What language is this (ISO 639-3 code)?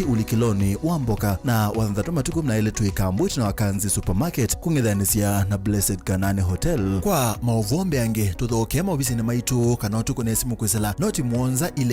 kam